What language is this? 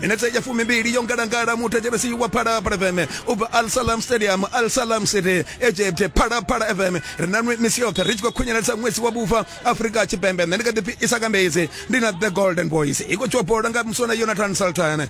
Venda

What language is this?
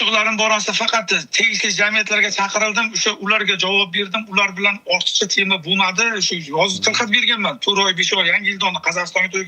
Uzbek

